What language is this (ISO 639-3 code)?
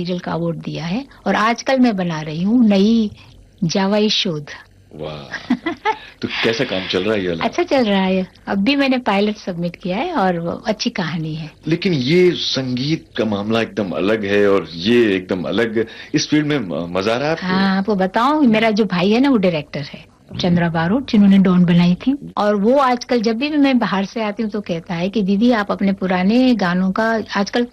hin